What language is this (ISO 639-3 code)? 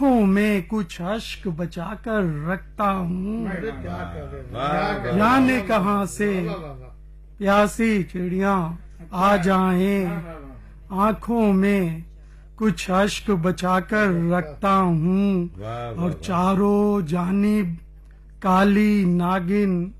urd